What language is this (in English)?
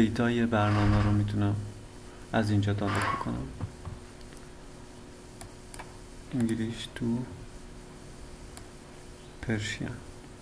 Persian